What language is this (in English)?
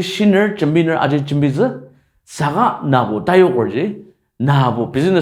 Ao Naga